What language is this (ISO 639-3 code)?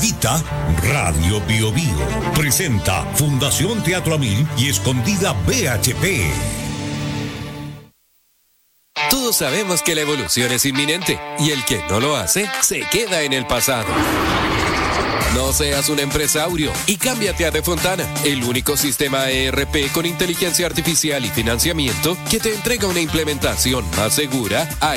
spa